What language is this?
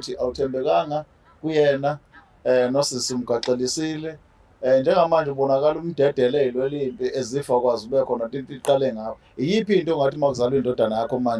Zulu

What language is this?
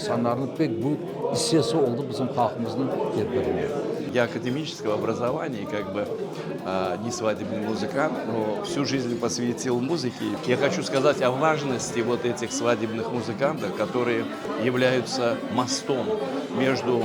Crimean Tatar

